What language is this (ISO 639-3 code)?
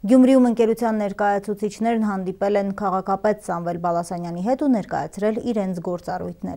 hye